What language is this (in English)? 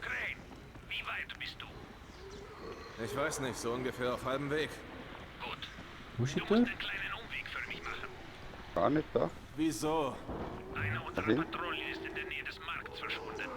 Swiss German